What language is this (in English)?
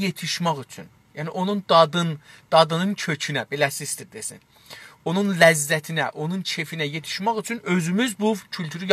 South Azerbaijani